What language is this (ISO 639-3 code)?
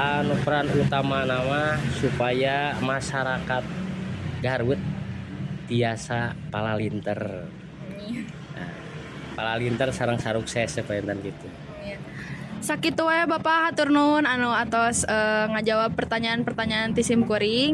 sun